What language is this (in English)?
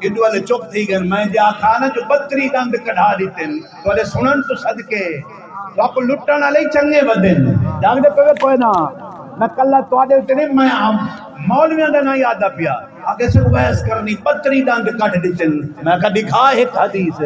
Saraiki